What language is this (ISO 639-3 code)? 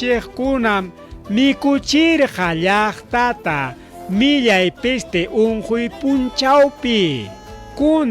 quy